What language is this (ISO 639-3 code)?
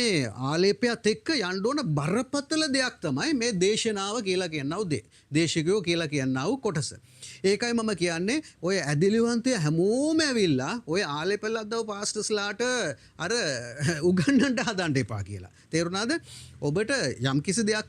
sin